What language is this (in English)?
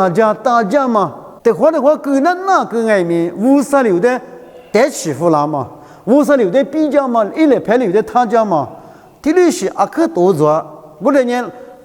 Lisu